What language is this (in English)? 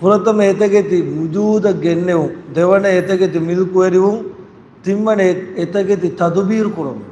Divehi